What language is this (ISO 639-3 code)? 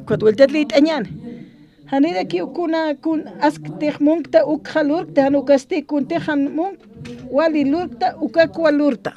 aym